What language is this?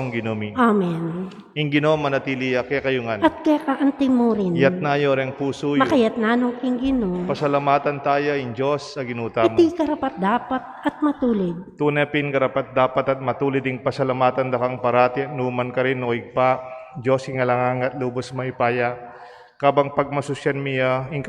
Pampanga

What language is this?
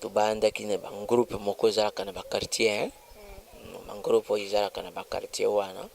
Lingala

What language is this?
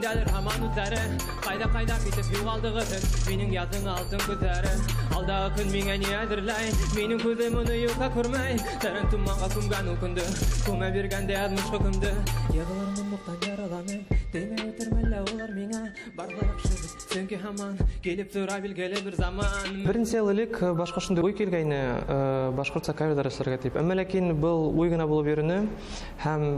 Bashkir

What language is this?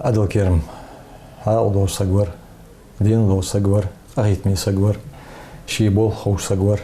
Ingush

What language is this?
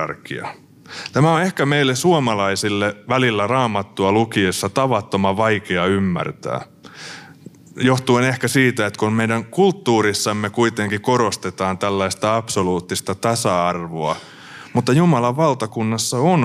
Finnish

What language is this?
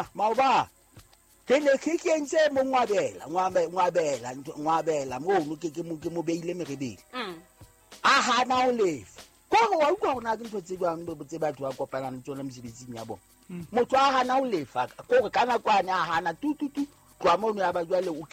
Southern Sotho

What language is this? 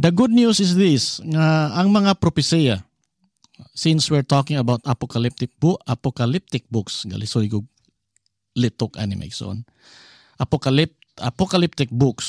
Cebuano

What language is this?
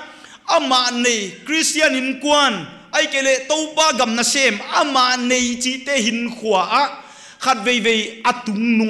Paite Chin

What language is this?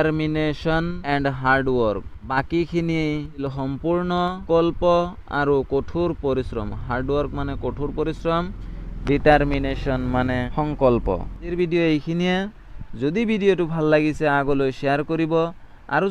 Assamese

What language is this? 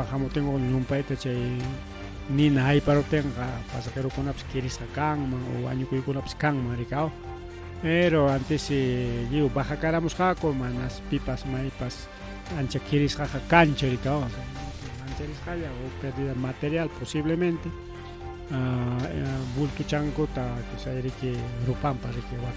Ayacucho Quechua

